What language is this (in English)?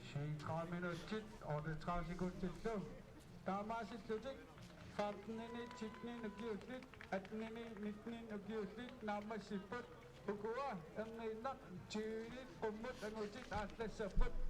Kalaallisut